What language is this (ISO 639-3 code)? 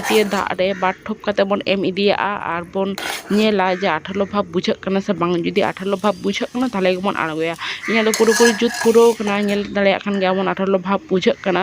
sat